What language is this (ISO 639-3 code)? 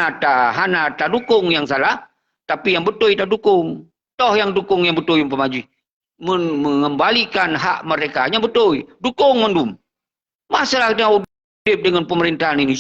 ace